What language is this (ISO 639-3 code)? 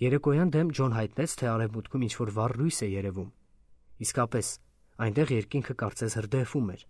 hye